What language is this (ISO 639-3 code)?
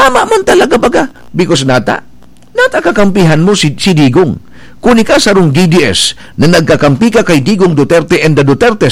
bik